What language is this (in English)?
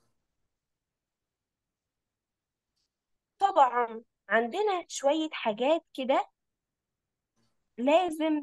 Egyptian Arabic